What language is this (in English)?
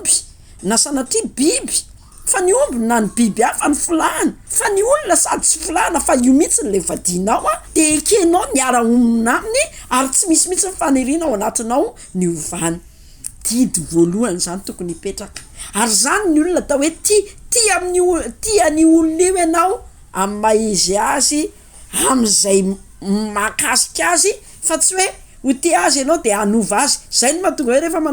Malagasy